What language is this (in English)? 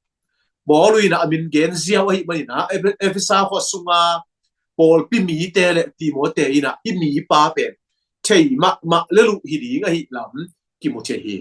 Tedim Chin